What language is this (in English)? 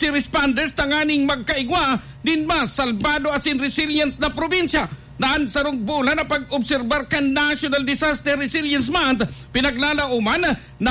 Bikol